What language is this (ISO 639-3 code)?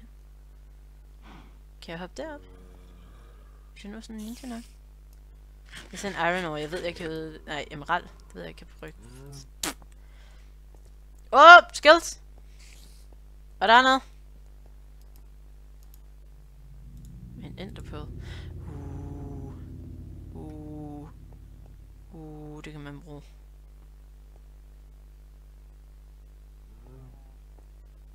dan